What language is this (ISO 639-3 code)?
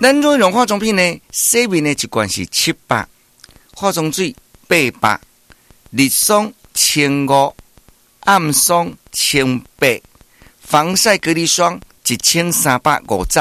nan